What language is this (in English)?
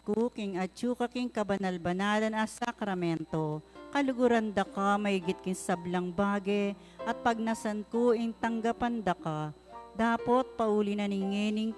Pampanga